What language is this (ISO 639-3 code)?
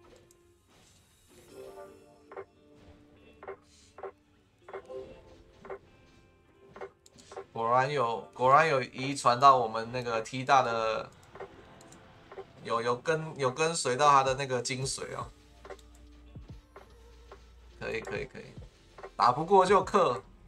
zho